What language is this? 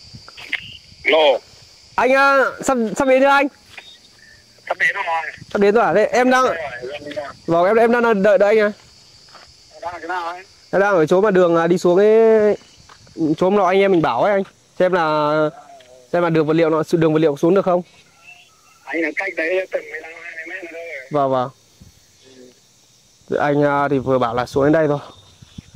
Vietnamese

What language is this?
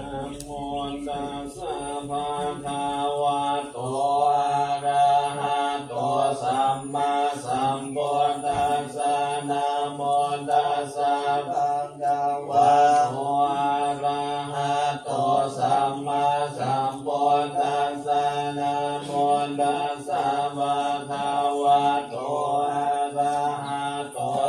Pali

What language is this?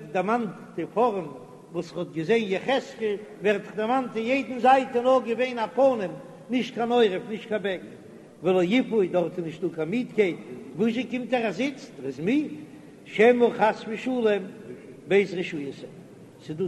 Yiddish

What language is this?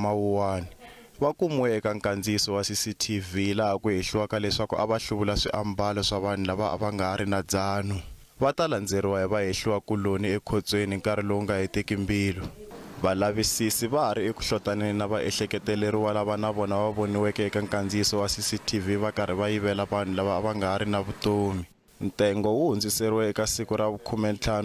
Tsonga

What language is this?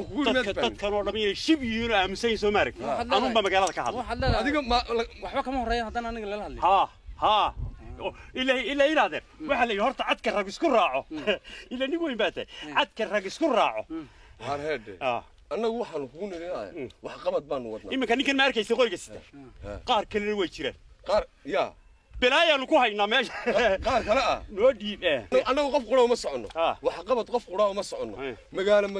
Somali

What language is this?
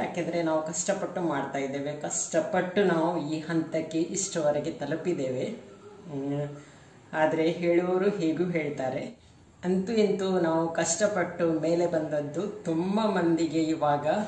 Kannada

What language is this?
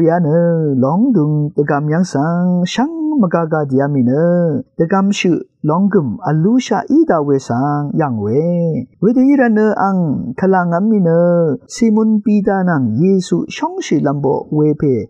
Rawang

